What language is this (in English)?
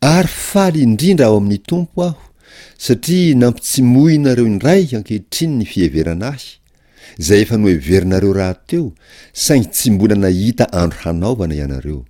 Malagasy